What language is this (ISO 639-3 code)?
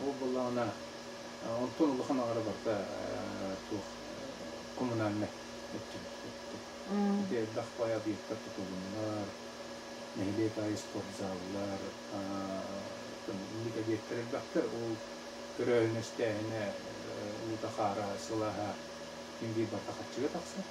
sah